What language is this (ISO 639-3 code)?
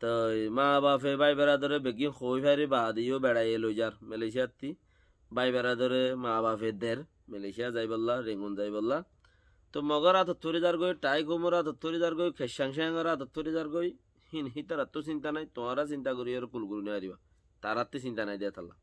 rhg